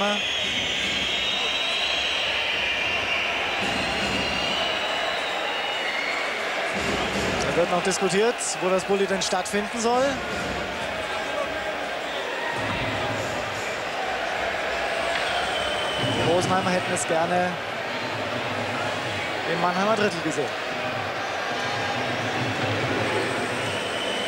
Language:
German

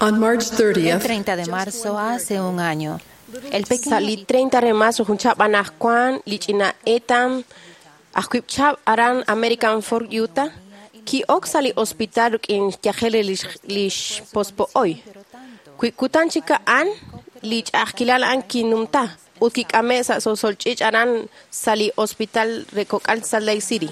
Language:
Kekchí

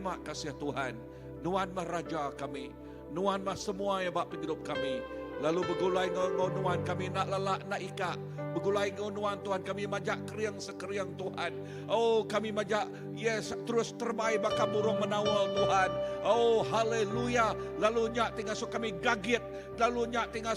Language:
Iban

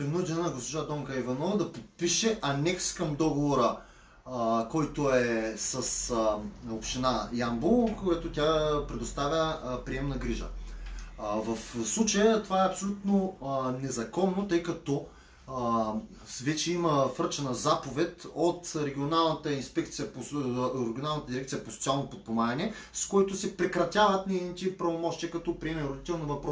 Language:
Bulgarian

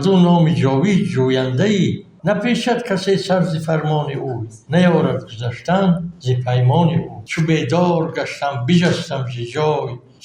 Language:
Tajik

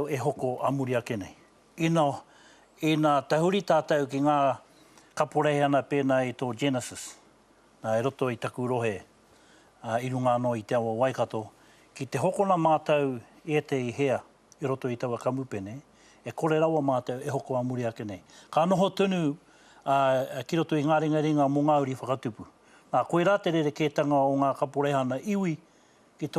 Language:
Māori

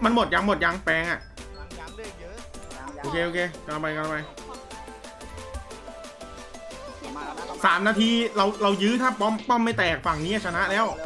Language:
Thai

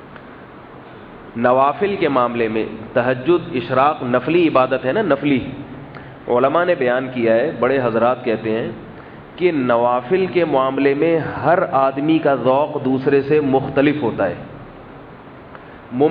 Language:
Urdu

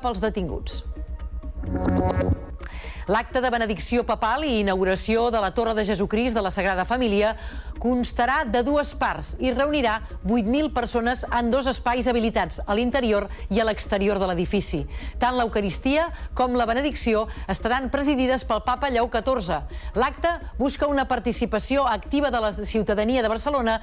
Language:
Catalan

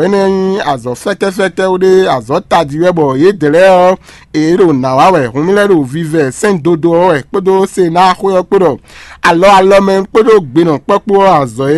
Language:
Fon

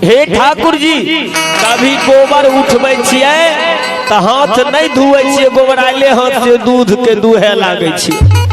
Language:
Maithili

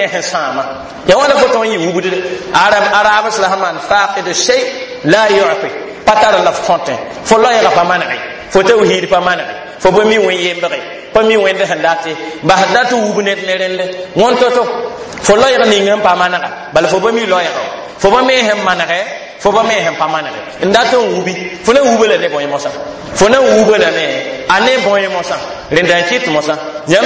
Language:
Mossi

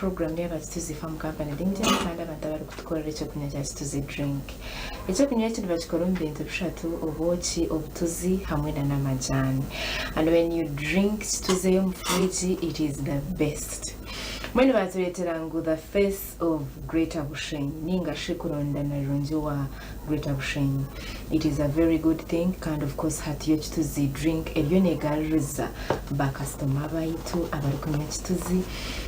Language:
Nyankole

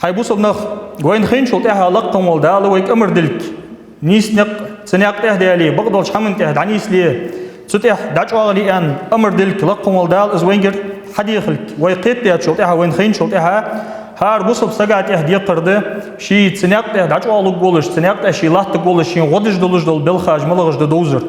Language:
Ingush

